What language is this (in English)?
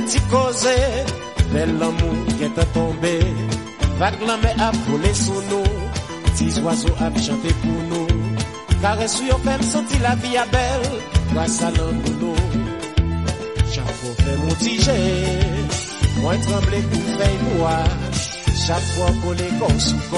French